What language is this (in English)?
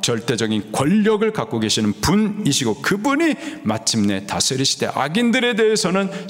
Korean